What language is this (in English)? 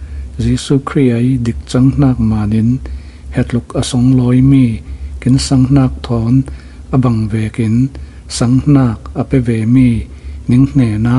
Falam Chin